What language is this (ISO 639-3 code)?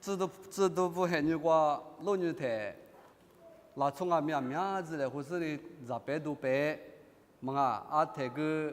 lis